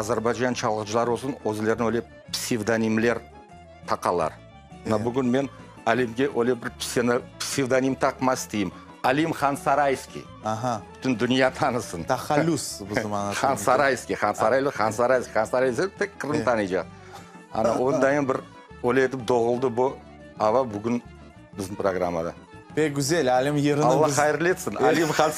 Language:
Crimean Tatar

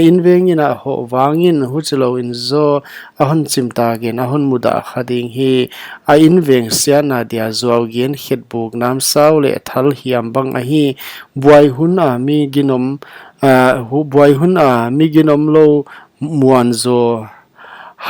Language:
Paite Chin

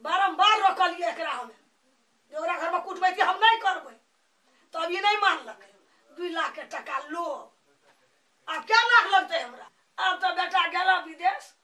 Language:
Maithili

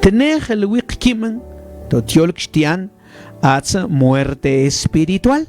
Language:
Mam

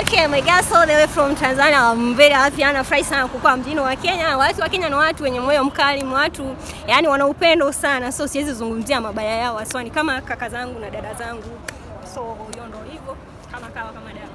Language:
Swahili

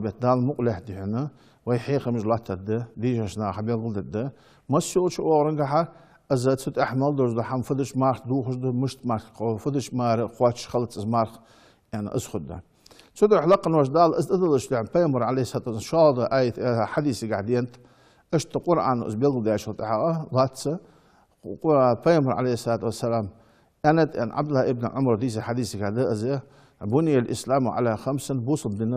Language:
Ingush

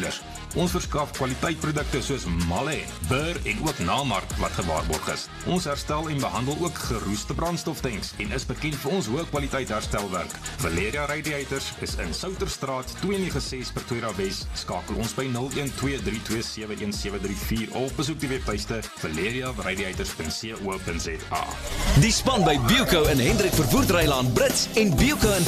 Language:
Afrikaans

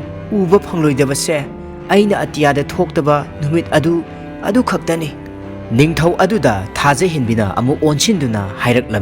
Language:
Manipuri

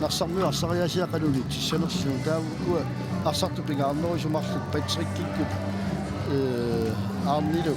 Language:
Kalaallisut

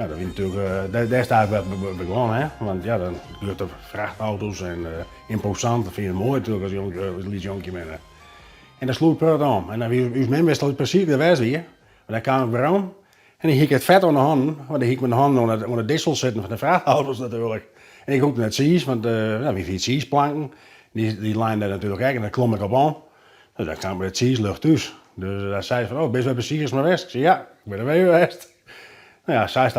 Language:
Western Frisian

